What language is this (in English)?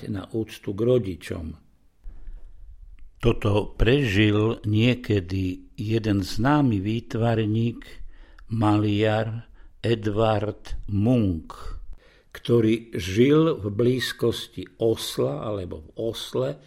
Slovak